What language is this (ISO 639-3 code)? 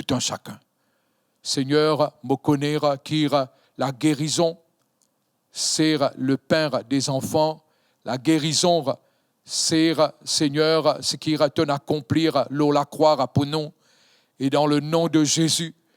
mfe